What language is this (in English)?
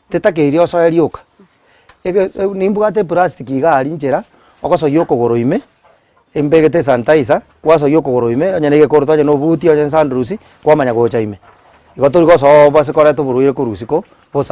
Gusii